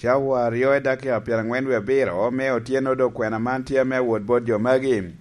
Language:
Lango (Uganda)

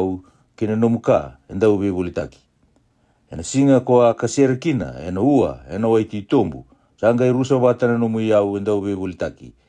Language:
Fijian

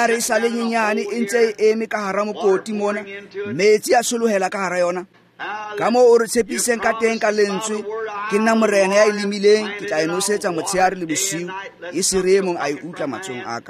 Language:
Tswana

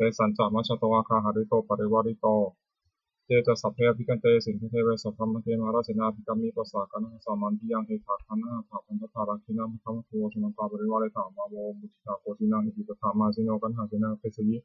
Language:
Pali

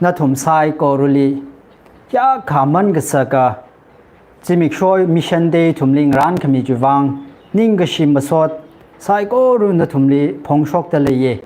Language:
Tangkhul Naga (India)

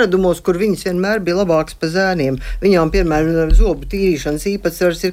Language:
Latvian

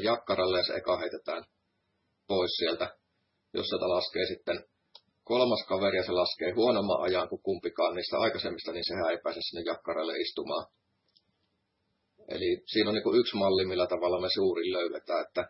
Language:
Finnish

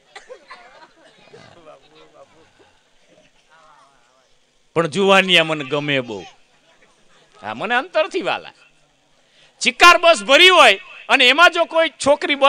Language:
Gujarati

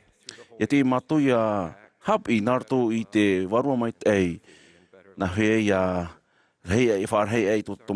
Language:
Tahitian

